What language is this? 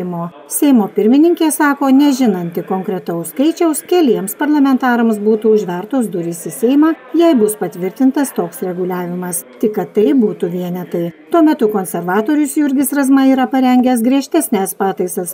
Lithuanian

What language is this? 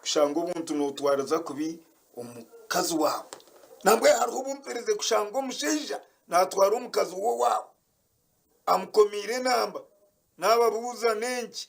Nyankole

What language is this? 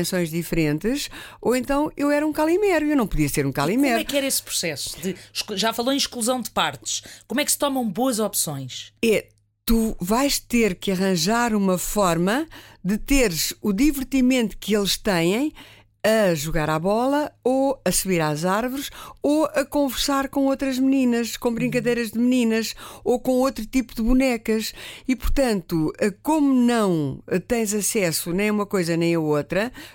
Portuguese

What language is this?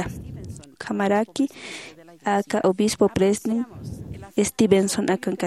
Aymara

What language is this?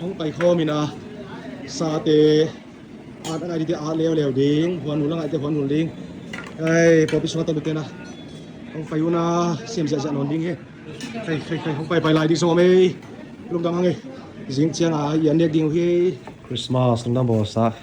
Tedim Chin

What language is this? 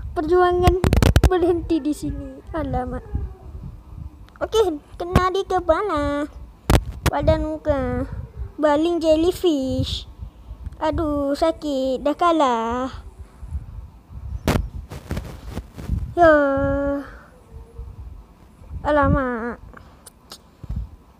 Malay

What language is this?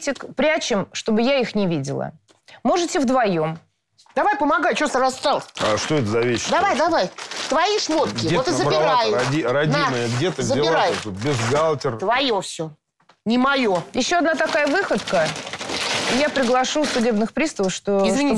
Russian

